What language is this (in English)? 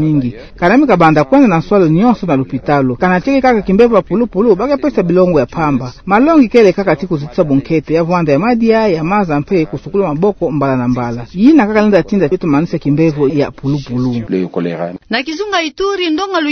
Kituba (Democratic Republic of Congo)